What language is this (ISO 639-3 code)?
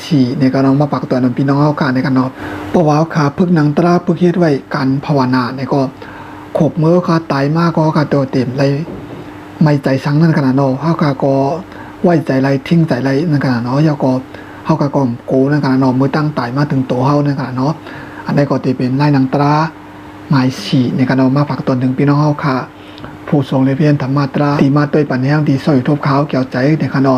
shn